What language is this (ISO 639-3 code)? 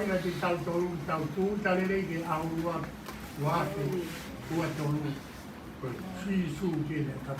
ton